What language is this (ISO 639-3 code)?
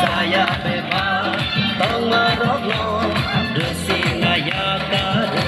trp